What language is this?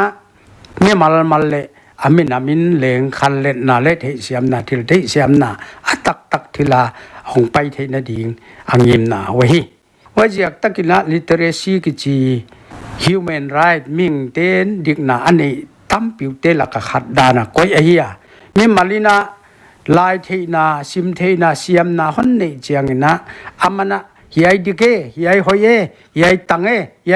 Paite Chin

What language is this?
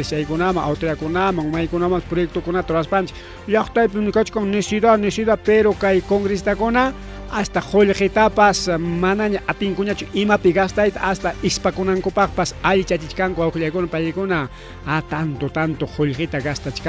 Ayacucho Quechua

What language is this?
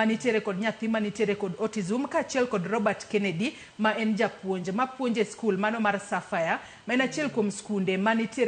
Luo (Kenya and Tanzania)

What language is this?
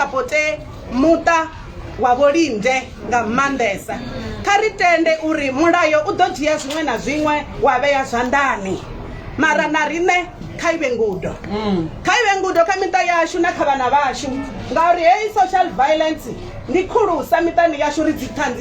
Venda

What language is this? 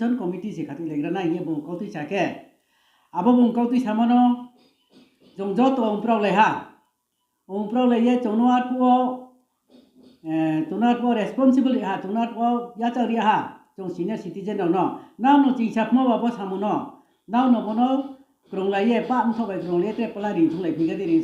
Riang (India)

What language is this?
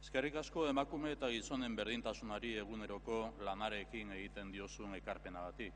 Basque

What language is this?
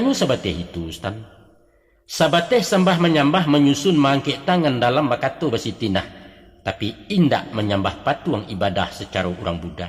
Minangkabau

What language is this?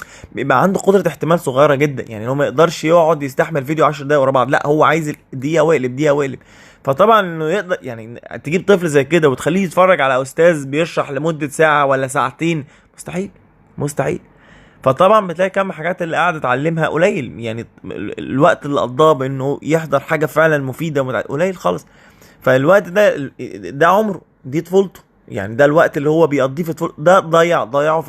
Egyptian Arabic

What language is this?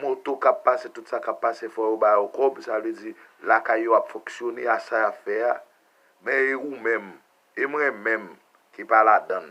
Haitian Creole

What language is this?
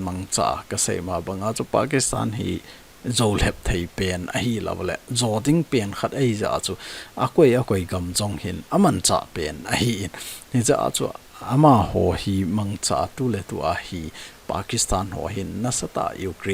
Thado Chin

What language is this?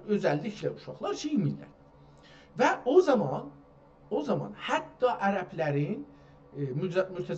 South Azerbaijani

